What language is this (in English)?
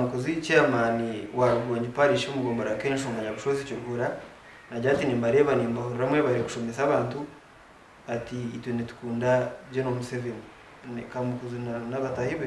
Nyankole